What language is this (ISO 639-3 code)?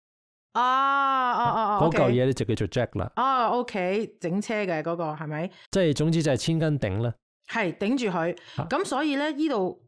yue